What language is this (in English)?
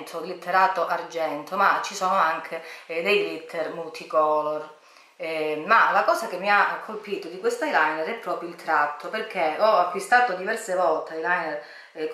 Italian